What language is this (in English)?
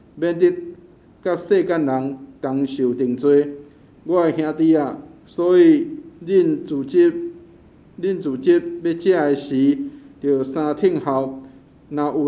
Min Nan Chinese